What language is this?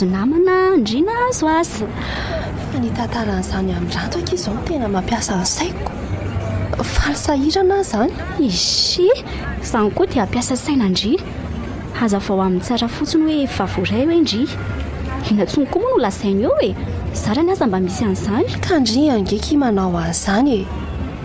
Malagasy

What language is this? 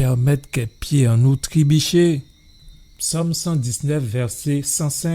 Guadeloupean Creole French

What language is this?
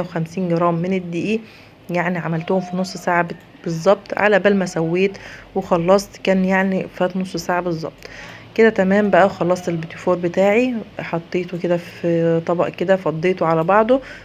Egyptian Arabic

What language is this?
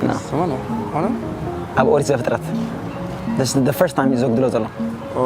Tigrinya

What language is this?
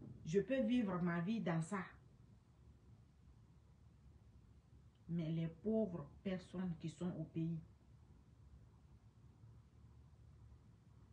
French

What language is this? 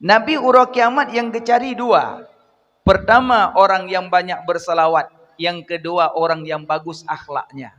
Achinese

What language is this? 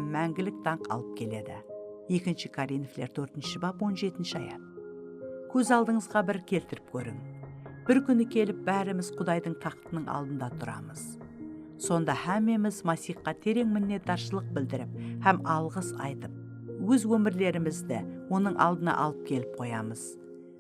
Kara-Kalpak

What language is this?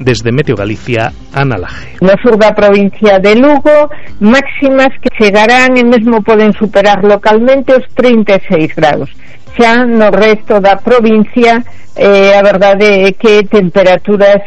Galician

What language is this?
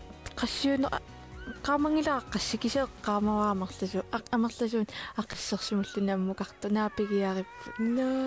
Kalaallisut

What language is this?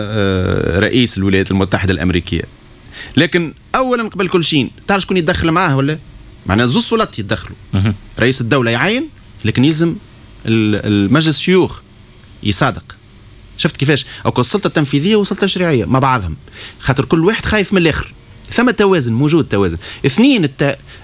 Tunisian Arabic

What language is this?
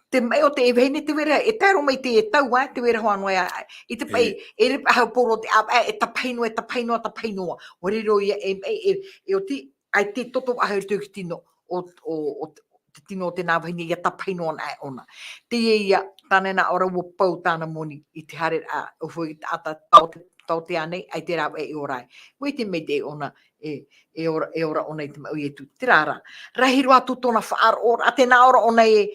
Tahitian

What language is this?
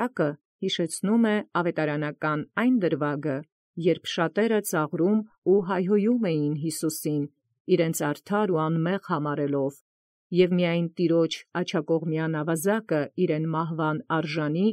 Armenian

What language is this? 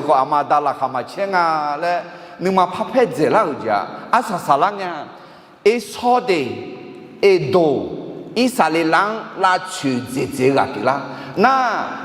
Akha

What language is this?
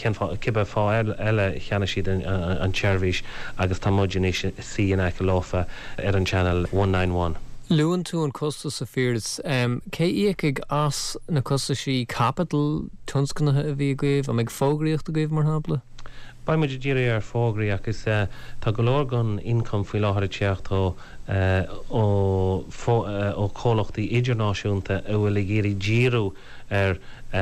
Irish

